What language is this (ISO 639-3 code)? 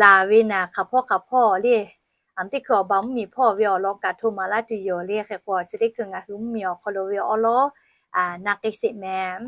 lhu